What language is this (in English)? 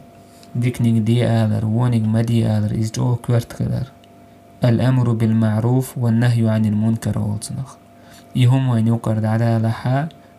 Chechen